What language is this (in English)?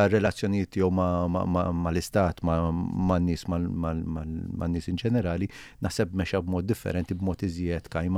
Maltese